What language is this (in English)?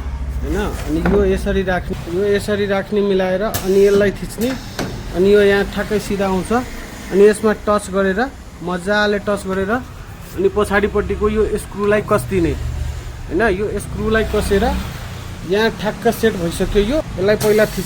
Nepali